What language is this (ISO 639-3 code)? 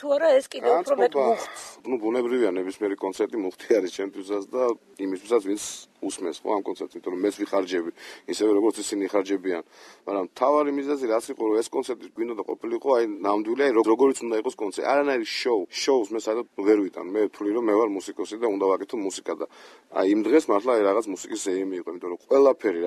kat